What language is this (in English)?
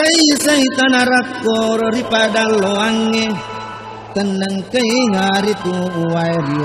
Buginese